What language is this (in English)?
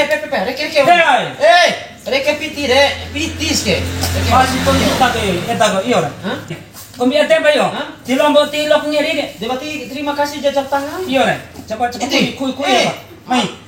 Bima